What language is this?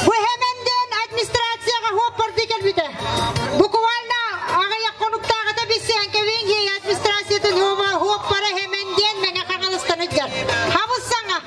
Yakut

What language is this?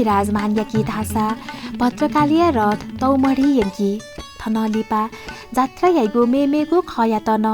Newari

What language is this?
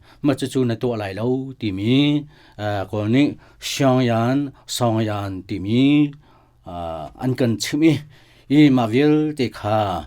Hakha Chin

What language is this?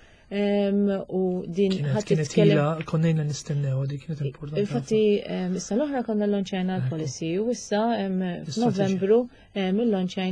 Maltese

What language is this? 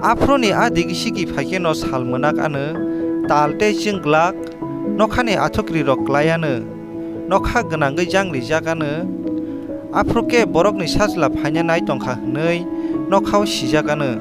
Kok Borok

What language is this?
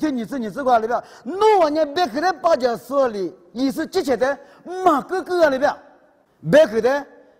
Lisu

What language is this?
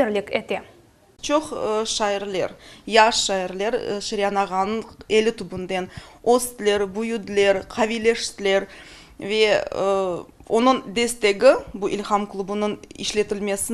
Crimean Tatar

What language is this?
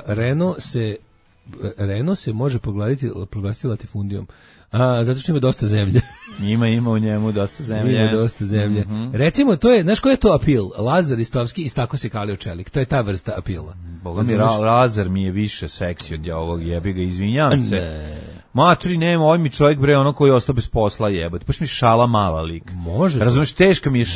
Serbian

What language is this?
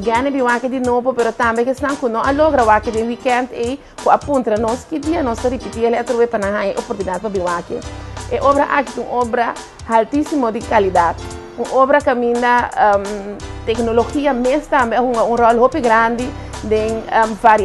Papiamento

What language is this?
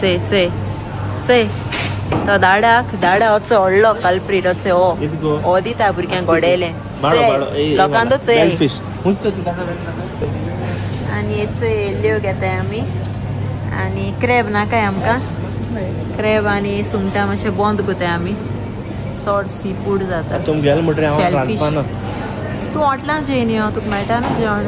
Konkani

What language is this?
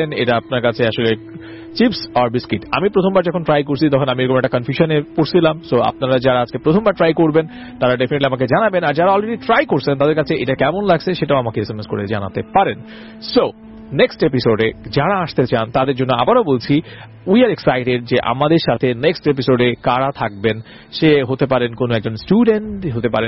Bangla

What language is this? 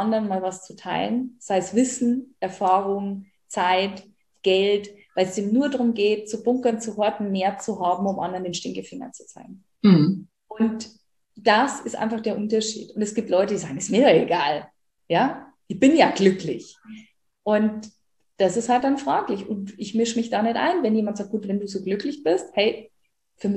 German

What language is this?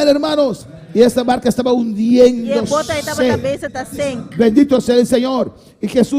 Papiamento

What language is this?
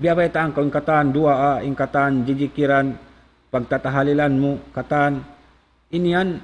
Tausug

